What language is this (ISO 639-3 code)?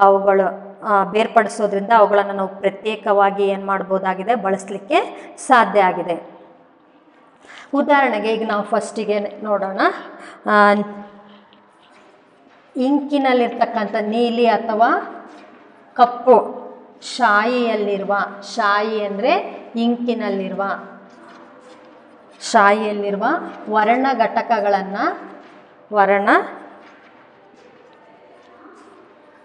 kan